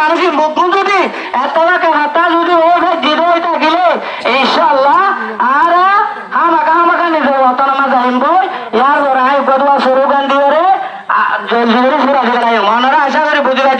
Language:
Rohingya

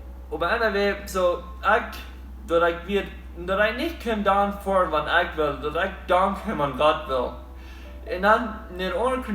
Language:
Plautdietsch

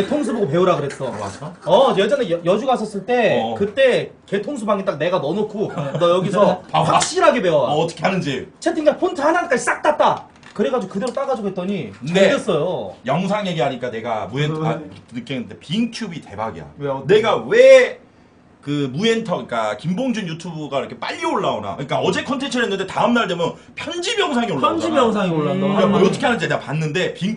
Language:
Korean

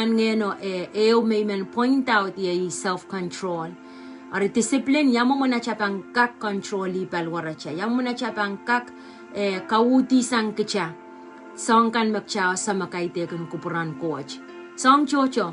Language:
Pohnpeian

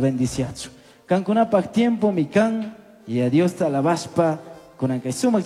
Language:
Chimborazo Highland Quichua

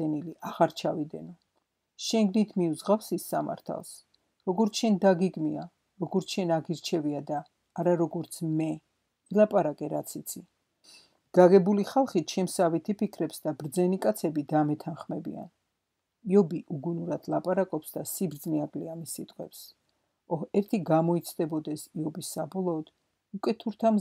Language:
Georgian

